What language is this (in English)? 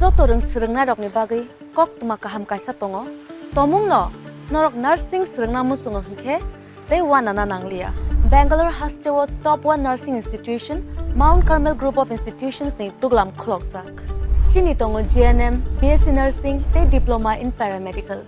Kok Borok